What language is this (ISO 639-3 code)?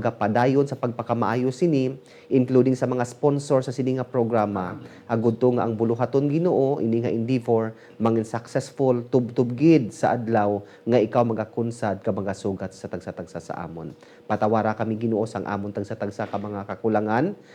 hil